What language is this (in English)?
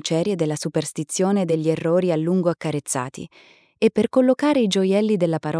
Italian